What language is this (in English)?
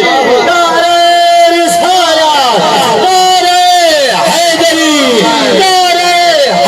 Saraiki